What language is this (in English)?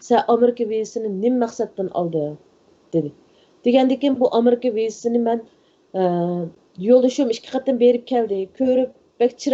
Uyghur